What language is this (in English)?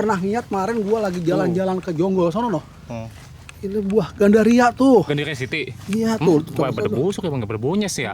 Betawi